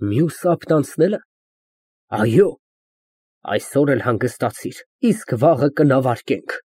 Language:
Armenian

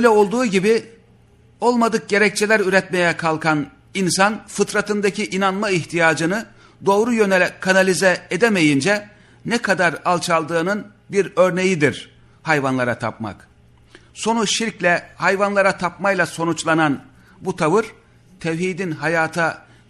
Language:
Turkish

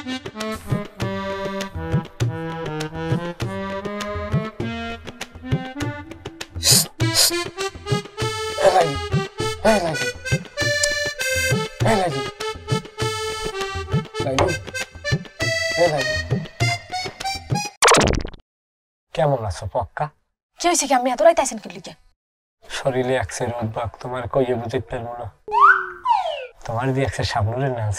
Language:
Bangla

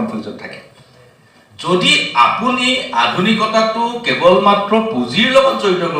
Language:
Assamese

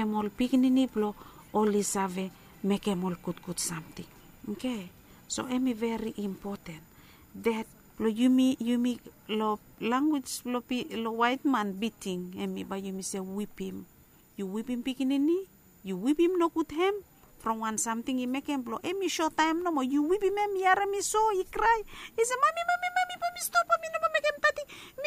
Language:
Bislama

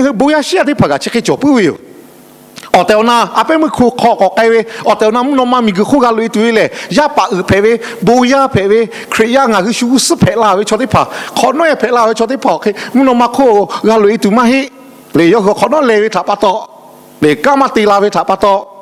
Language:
Lahu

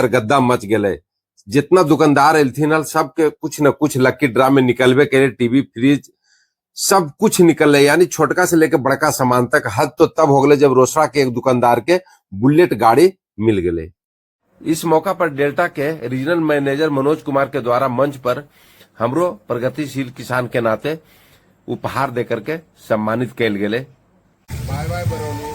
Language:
Magahi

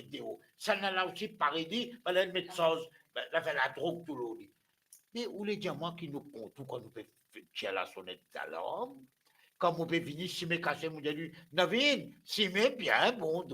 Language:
Morisyen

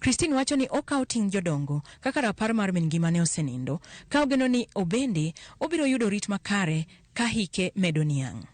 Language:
Luo (Kenya and Tanzania)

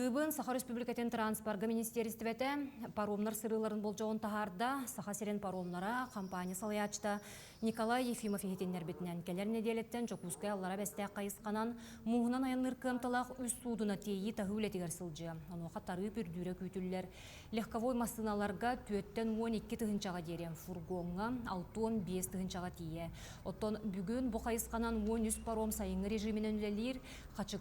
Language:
Yakut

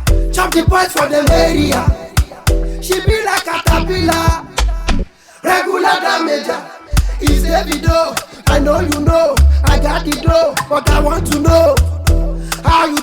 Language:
Nigerian Pidgin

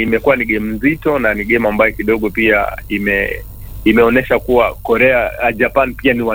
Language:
Swahili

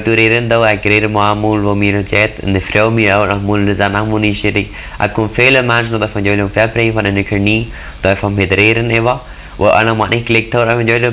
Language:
Plautdietsch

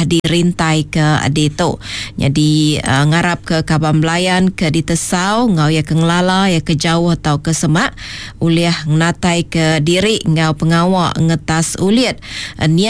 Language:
Iban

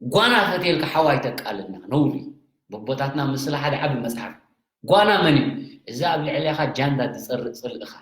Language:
Tigrinya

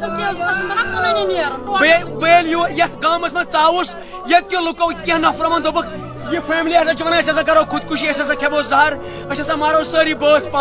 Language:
Kashmiri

